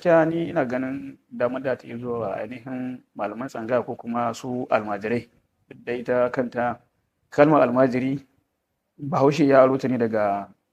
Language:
Hausa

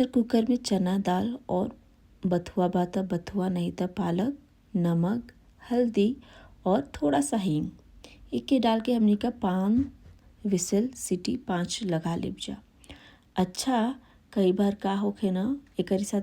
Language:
Bhojpuri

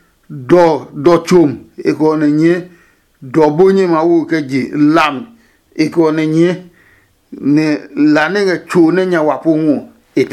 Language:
Adangme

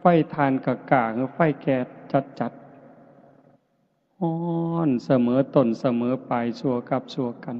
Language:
Northeastern Thai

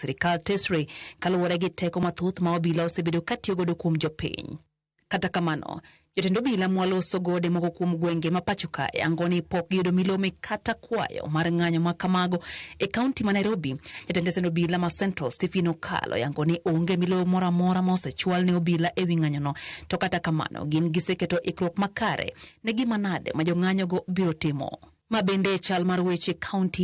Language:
Luo (Kenya and Tanzania)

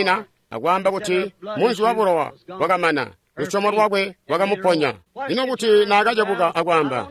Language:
Tonga (Zambia)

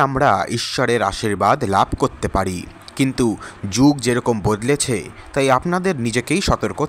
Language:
Bangla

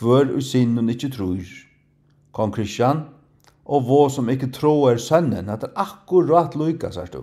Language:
Faroese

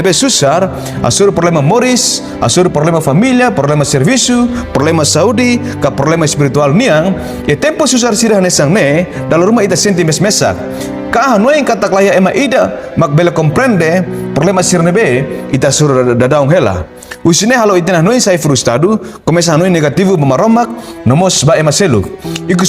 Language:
Tetum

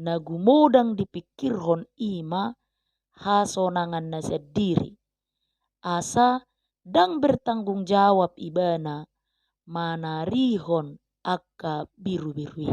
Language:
Batak Toba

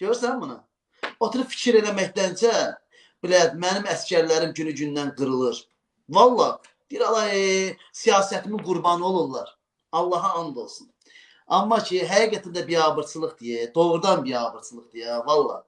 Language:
Azerbaijani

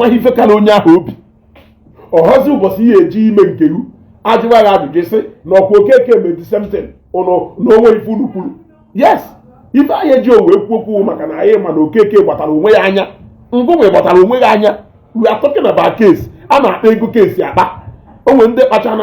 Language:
Igbo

